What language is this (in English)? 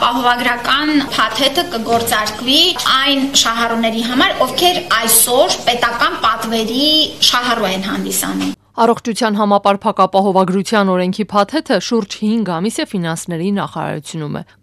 Armenian